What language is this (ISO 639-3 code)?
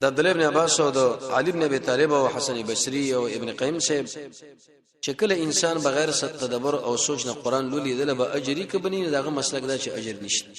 pus